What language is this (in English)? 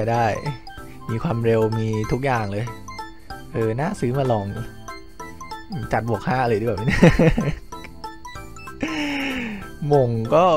Thai